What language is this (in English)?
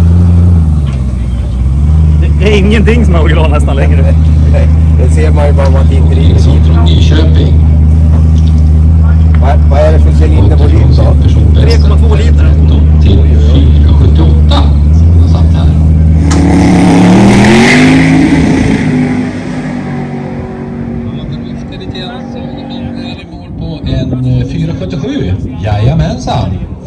Swedish